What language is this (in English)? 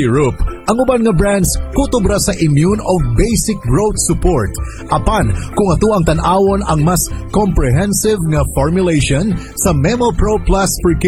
Cebuano